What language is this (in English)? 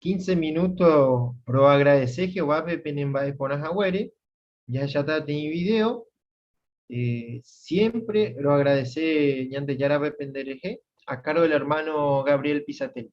Guarani